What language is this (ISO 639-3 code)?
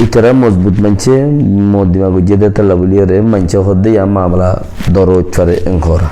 rhg